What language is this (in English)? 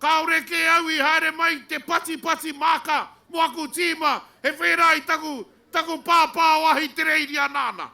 Māori